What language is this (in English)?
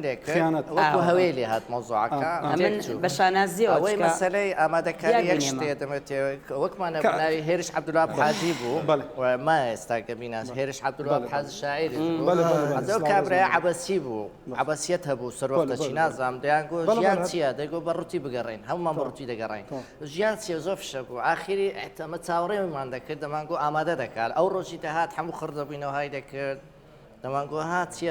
Central Kurdish